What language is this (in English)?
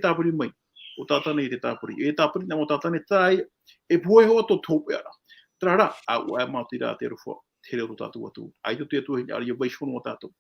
Tahitian